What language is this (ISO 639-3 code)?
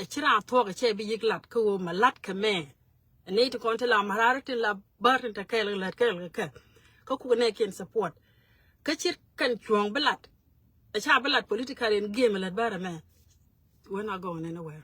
nus